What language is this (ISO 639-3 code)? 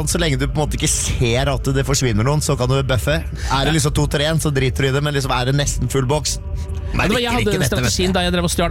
nor